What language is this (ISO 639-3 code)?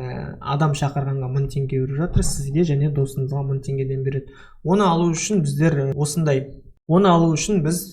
kaz